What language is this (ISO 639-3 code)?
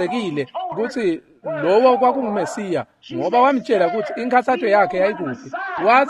ssw